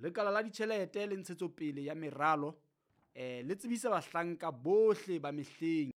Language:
Southern Sotho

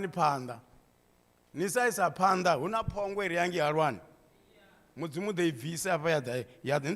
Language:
Venda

